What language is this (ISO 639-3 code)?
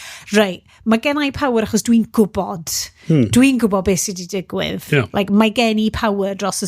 cym